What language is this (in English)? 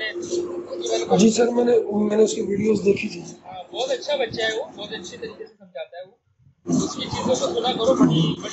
Hindi